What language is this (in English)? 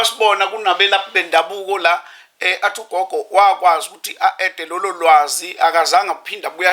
Zulu